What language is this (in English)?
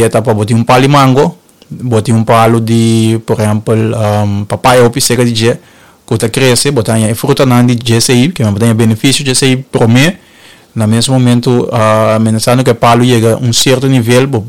Papiamento